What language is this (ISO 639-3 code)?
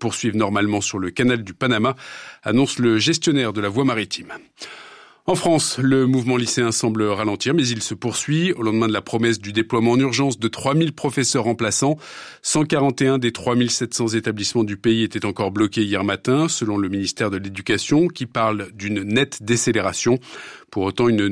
fra